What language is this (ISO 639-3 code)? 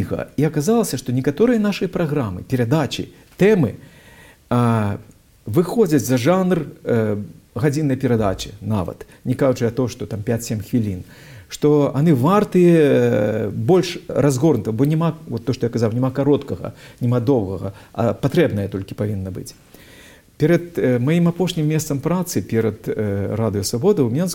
bel